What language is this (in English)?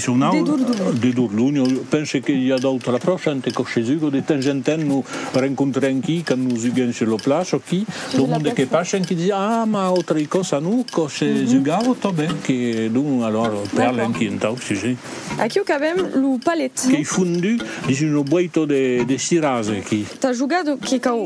Occitan